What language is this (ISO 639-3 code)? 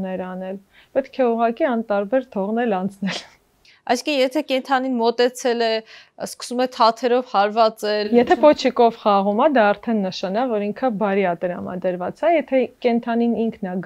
hye